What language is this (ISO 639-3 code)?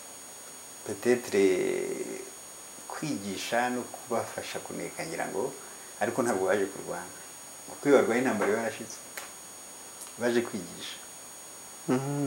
kin